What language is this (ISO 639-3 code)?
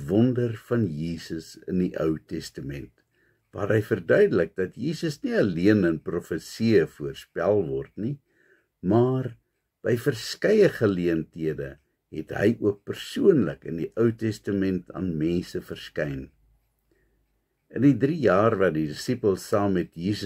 afr